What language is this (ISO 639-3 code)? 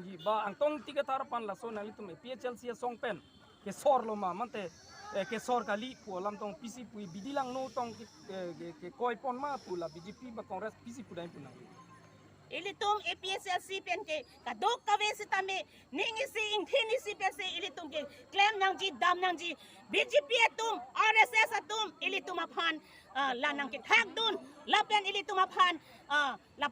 mjw